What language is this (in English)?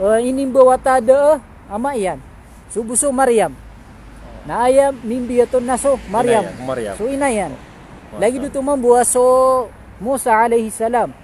Maranao